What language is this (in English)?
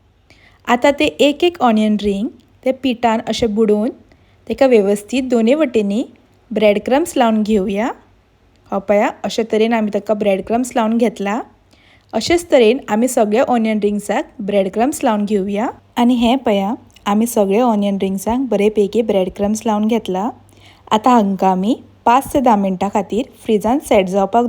Konkani